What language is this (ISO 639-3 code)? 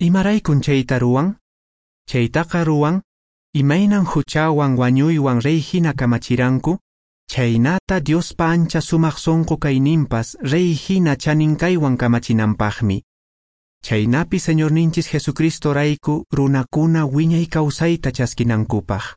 que